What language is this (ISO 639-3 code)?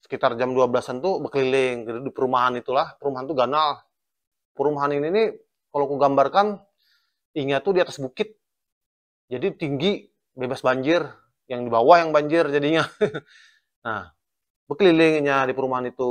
bjn